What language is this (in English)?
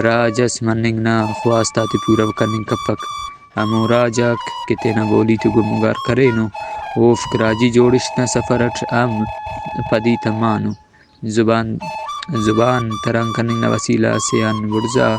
Brahui